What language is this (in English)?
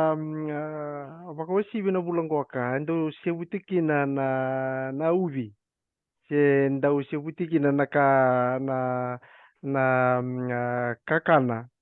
Fijian